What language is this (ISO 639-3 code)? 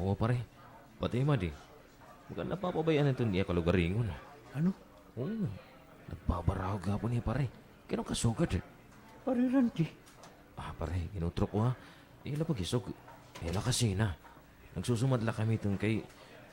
war